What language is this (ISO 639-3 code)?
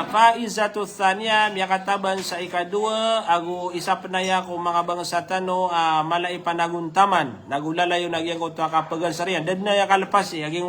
mrw